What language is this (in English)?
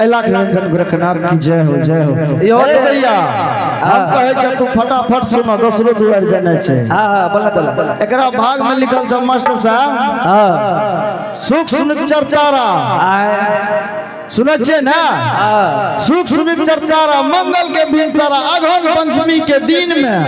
Angika